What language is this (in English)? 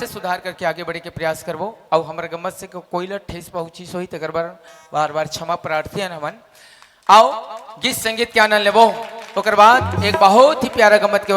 Chhattisgarhi